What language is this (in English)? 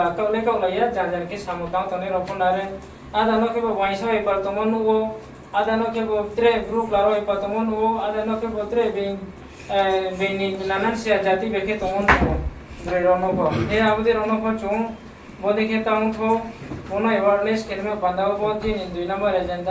Riang (India)